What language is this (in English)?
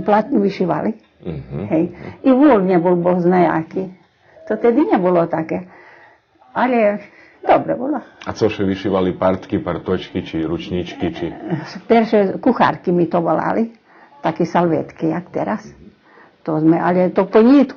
Rusyn